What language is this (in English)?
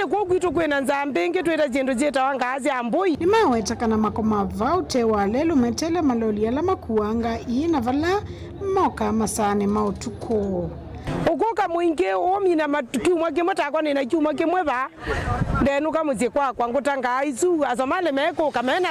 Kamba